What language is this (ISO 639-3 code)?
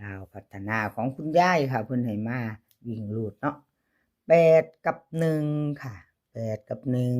tts